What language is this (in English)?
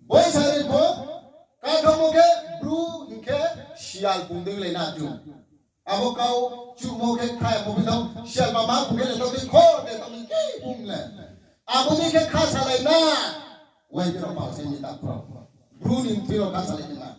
Riang (India)